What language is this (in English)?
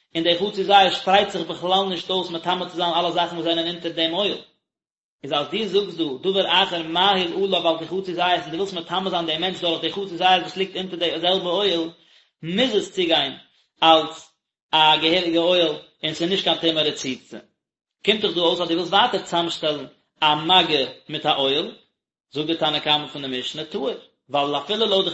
Yiddish